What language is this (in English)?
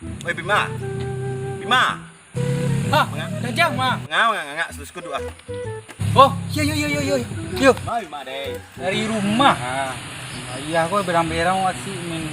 Minangkabau